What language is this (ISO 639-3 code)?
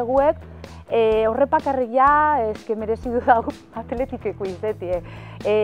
eus